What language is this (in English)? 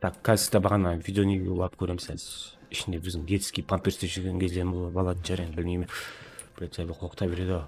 Kara-Kalpak